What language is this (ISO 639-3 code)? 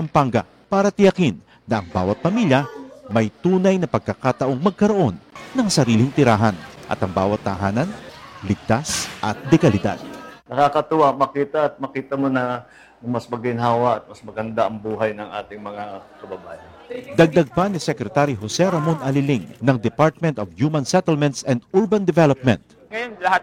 fil